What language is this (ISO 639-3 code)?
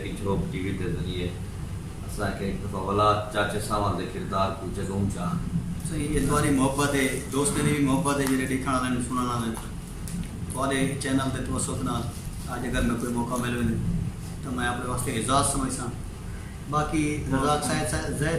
skr